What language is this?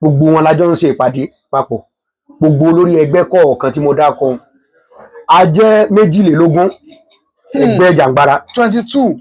Yoruba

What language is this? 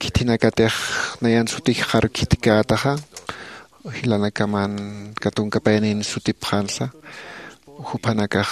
Aymara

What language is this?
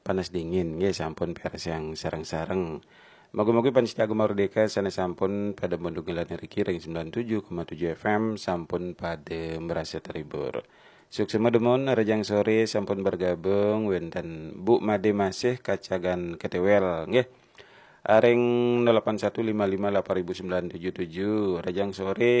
Balinese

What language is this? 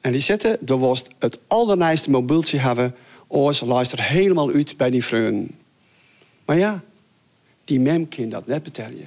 Western Frisian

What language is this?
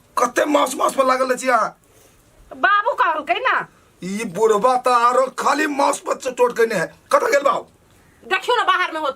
Maithili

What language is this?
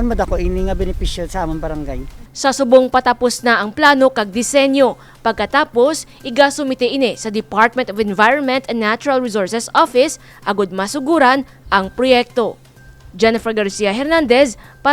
Hiligaynon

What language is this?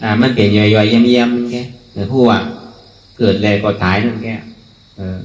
Shan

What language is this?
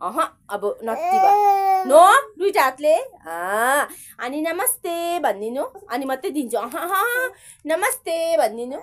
Nepali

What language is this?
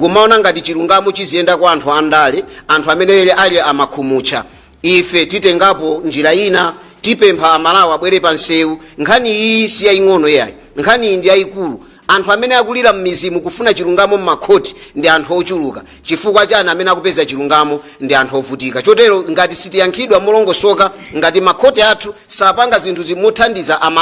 Nyanja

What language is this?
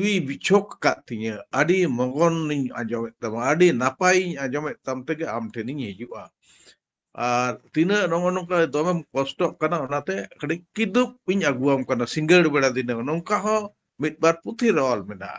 Santali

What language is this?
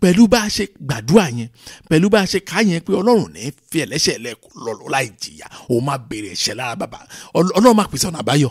Yoruba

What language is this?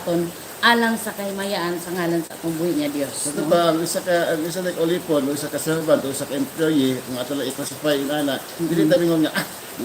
Cebuano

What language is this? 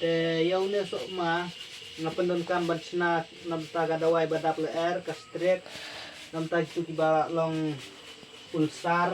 Khasi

